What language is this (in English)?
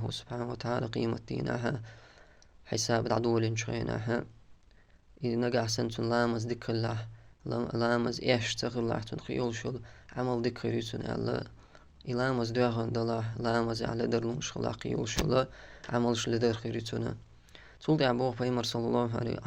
Chechen